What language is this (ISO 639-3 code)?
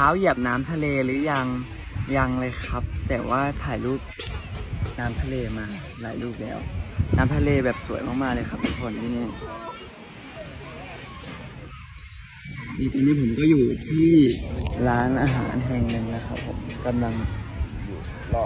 tha